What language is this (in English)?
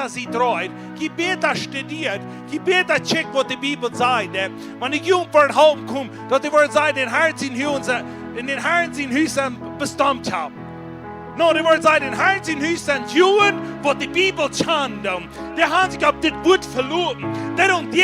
Plautdietsch